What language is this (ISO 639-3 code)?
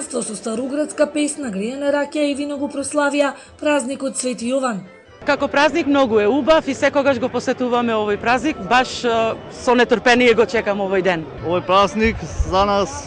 mkd